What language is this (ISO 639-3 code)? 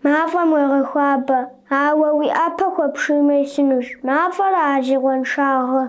kbd